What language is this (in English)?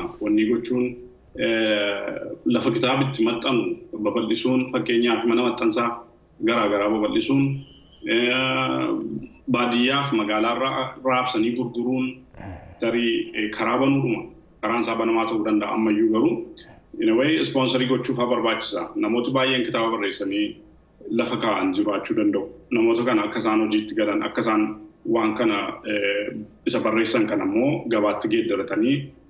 Oromo